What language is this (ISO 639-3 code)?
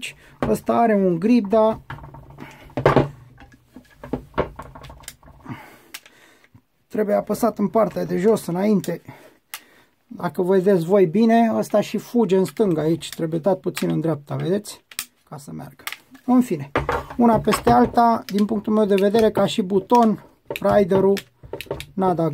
ron